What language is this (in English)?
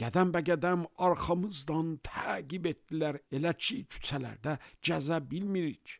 Azerbaijani